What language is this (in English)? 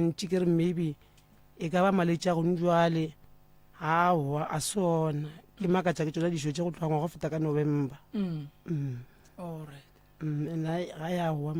Northern Sotho